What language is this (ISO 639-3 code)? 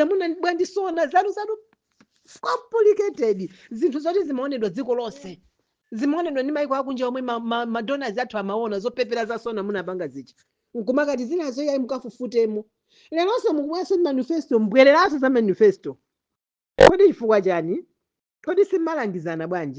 nya